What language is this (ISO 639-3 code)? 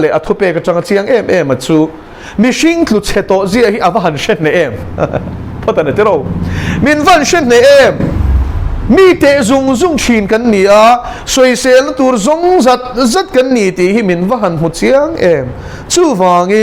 lus